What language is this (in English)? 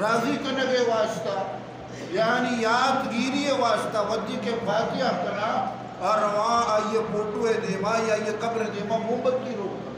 Eastern Balochi